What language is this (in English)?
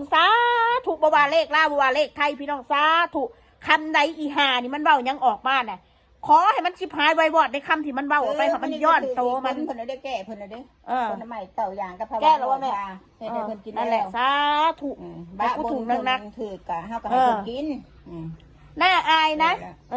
Northeastern Thai